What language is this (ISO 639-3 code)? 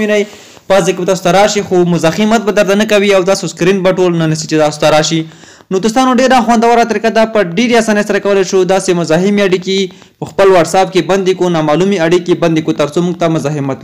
pus